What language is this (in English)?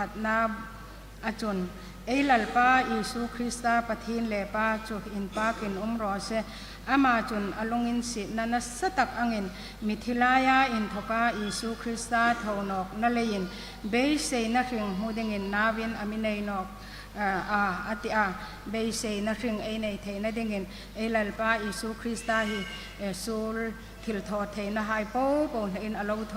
Hmar